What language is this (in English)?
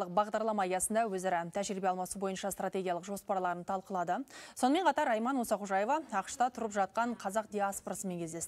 Kazakh